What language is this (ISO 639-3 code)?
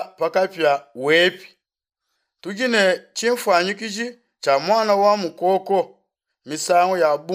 lua